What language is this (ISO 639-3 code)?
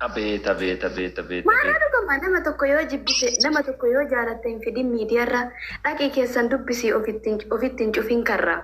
orm